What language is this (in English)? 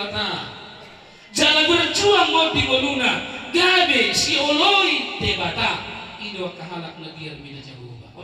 Batak Toba